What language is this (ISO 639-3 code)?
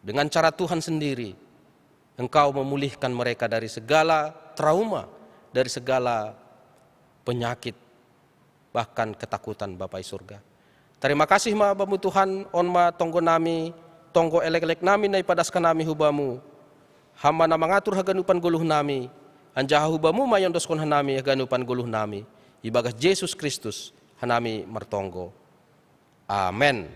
bts